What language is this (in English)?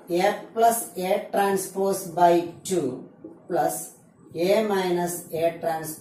Malayalam